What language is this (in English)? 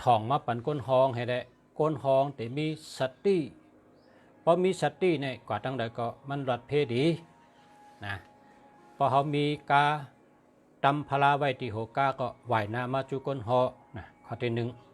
Shan